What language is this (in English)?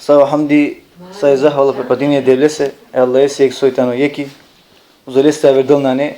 Balkan Romani